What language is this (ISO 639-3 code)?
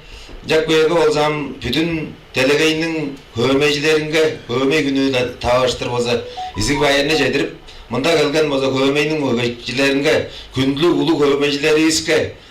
tyv